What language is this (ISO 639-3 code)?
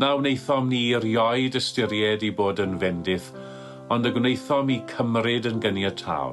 cym